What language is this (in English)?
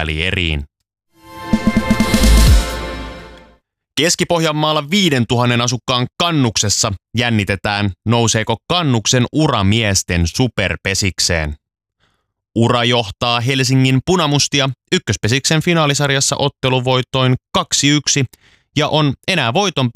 Finnish